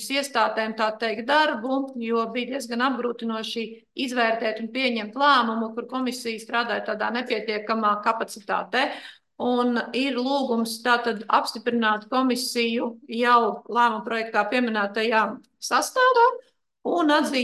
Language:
Latvian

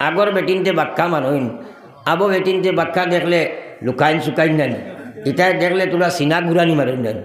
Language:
Sylheti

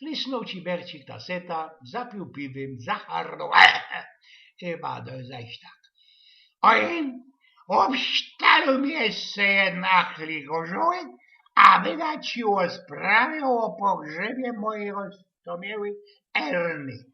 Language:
Silesian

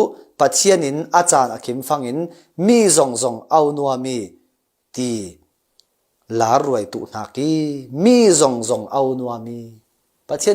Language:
Falam Chin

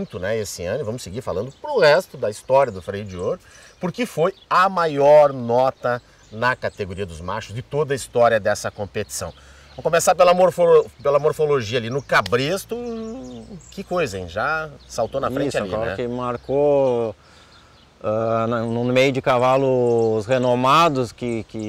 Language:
Portuguese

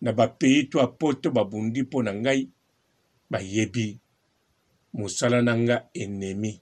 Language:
Lingala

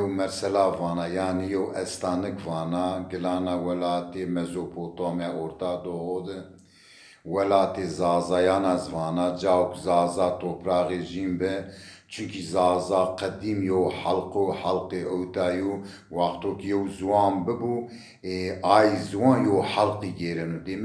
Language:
Zaza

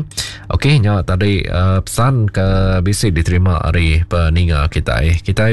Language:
Iban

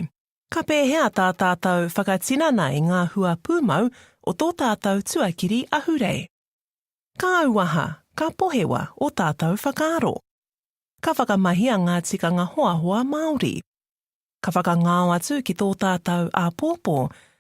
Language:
Māori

